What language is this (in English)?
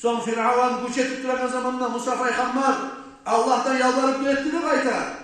Kumyk